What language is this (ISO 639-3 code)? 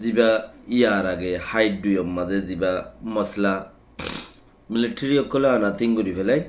rhg